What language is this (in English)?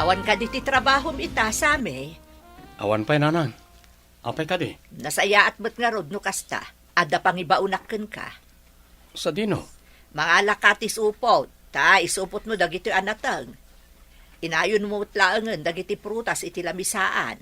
Iloko